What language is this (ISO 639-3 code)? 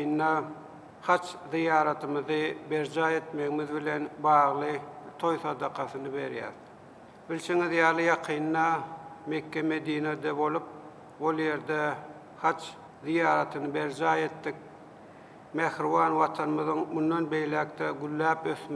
tuk